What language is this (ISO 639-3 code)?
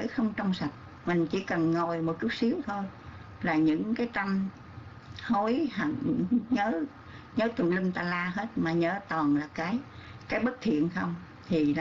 vie